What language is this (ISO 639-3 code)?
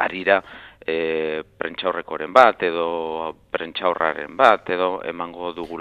eus